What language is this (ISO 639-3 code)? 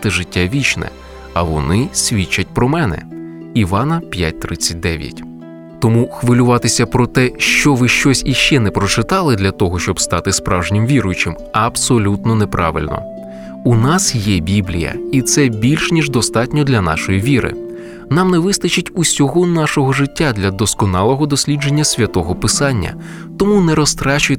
ukr